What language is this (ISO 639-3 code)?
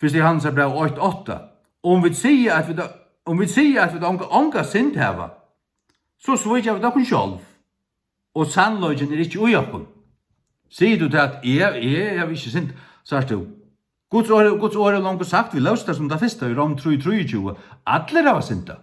fao